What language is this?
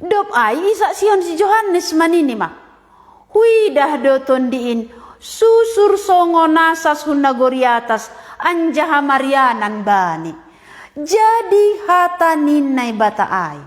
Batak Simalungun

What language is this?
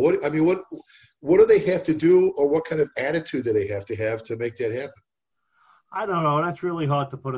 English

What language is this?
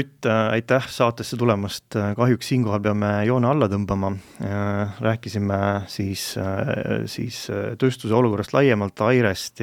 Estonian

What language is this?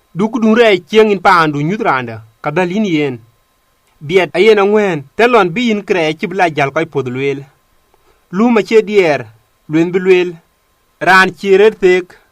Dinka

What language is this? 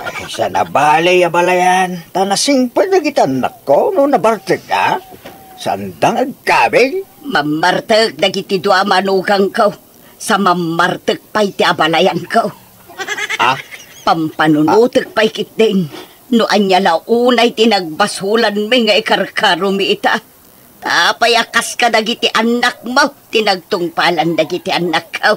Iloko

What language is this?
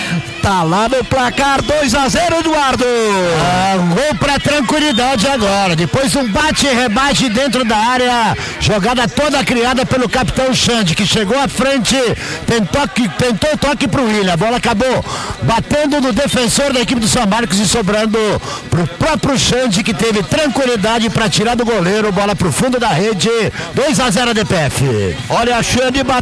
Portuguese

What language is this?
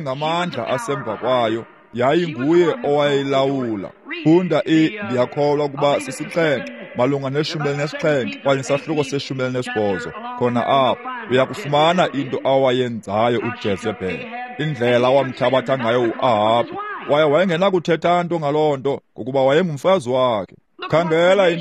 Xhosa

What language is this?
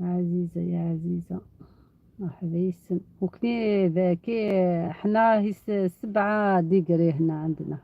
Algerian Arabic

